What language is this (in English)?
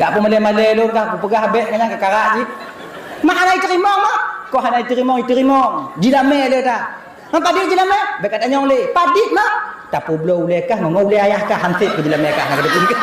Achinese